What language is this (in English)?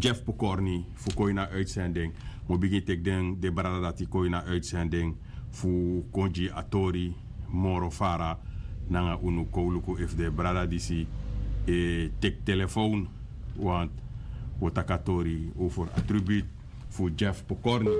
Sranan Tongo